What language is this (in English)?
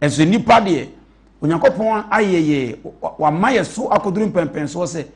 Akan